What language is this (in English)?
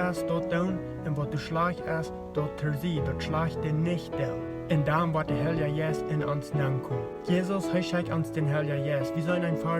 Plautdietsch